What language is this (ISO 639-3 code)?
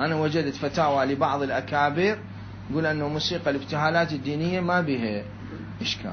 acm